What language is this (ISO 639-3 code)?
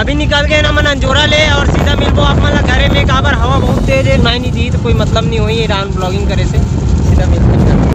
hne